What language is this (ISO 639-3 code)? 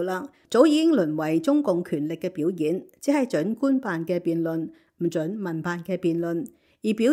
yue